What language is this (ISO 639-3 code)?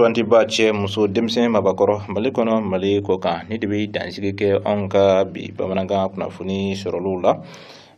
bam